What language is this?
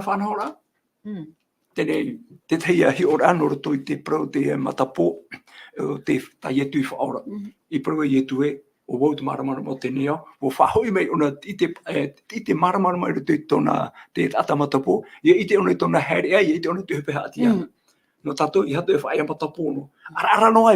Tahitian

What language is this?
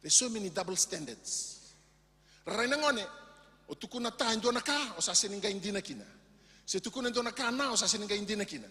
Fijian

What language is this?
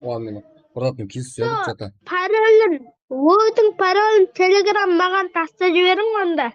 Kara-Kalpak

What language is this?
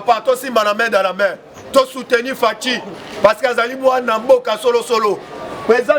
Lingala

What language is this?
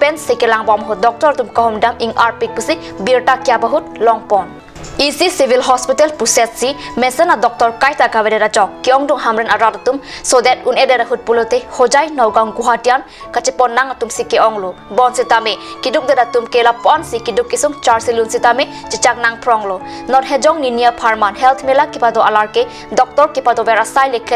Karbi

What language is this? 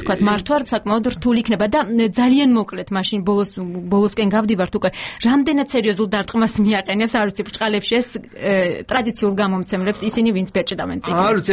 Georgian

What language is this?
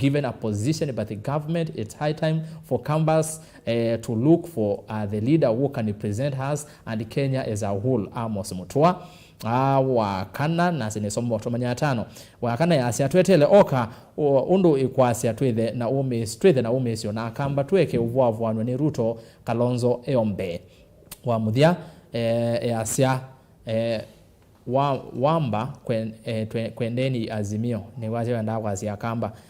Kamba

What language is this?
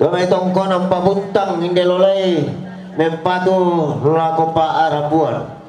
Toraja-Sa'dan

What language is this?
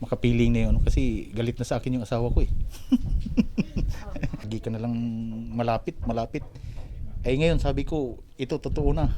Bikol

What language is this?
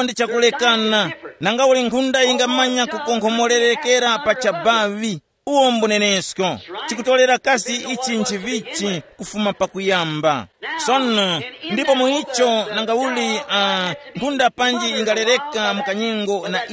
Tumbuka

